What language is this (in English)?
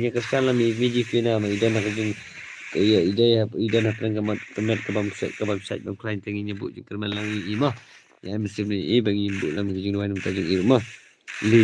Khasi